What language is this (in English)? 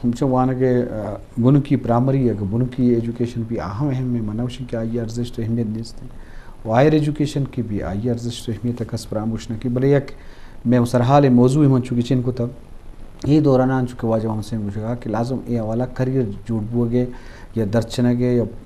Eastern Balochi